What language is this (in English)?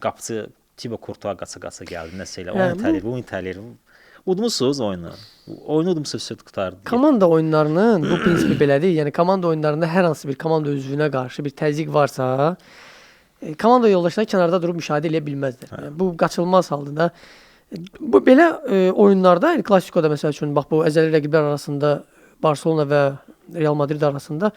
Azerbaijani